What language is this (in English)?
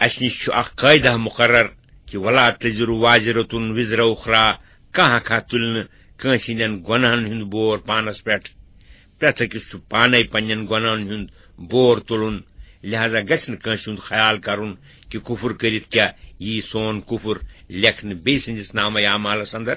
Kashmiri